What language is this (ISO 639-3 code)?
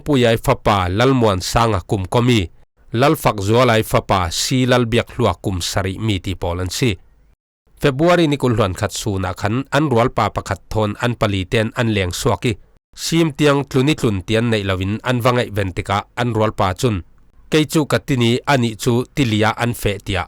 cfm